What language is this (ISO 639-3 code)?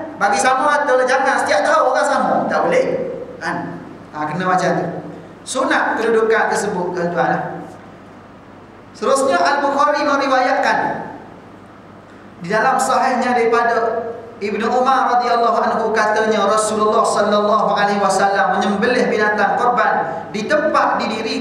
msa